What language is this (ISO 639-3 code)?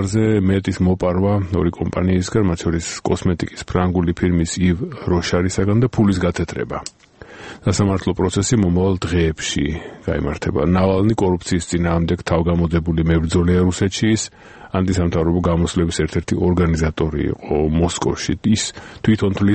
kat